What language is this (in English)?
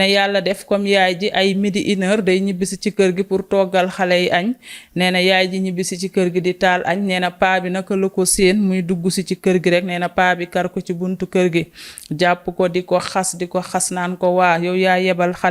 Wolof